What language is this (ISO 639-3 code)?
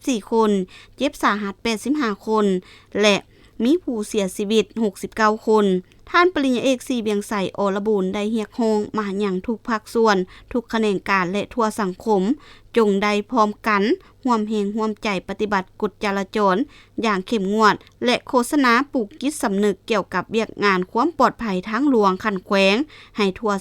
lao